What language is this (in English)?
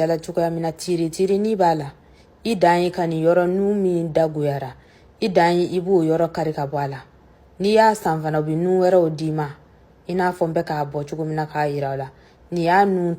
Bambara